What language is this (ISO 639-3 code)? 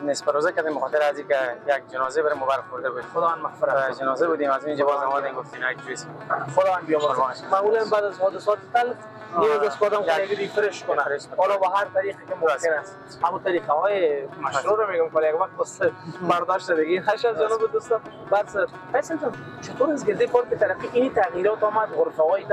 fas